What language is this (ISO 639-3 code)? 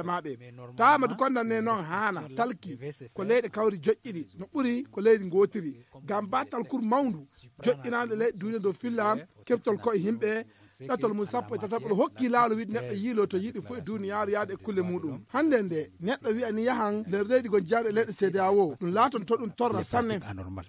fuv